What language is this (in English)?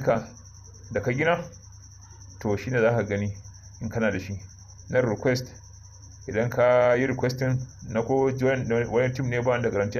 Hausa